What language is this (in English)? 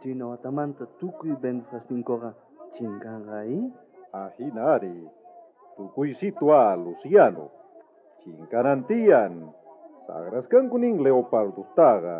South Bolivian Quechua